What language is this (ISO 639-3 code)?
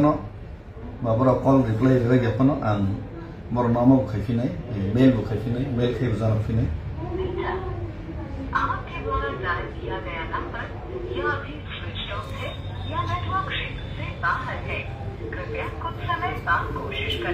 trp